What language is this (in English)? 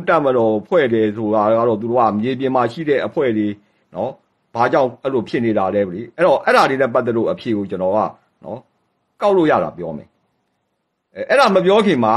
Burmese